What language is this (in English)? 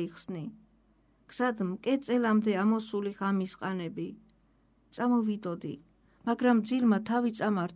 Georgian